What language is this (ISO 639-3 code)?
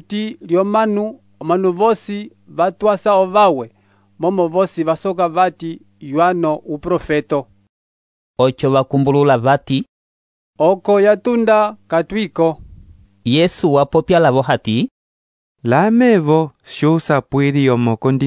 umb